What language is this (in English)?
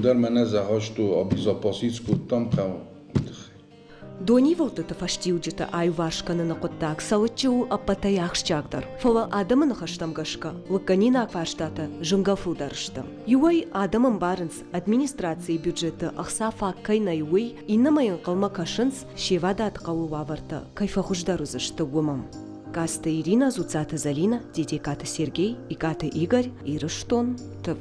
Ossetic